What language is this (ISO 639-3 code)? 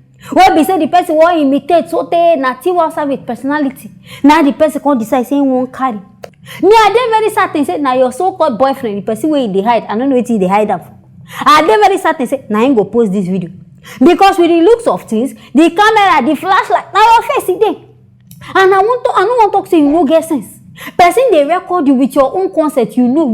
pcm